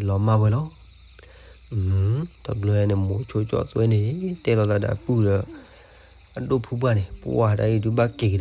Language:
S'gaw Karen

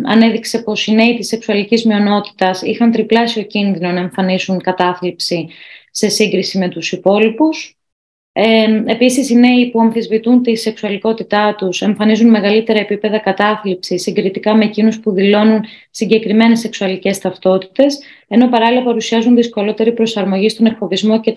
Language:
Greek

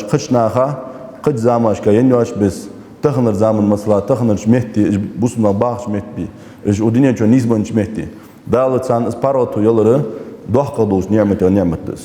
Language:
Ingush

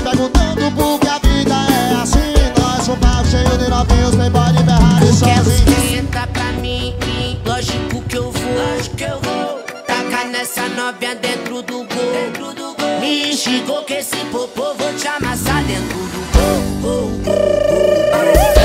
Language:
Portuguese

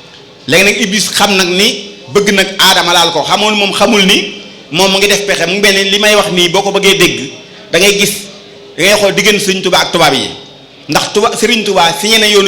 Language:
Wolof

